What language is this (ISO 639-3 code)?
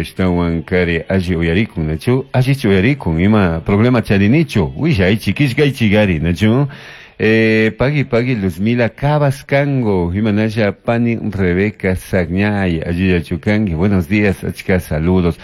qug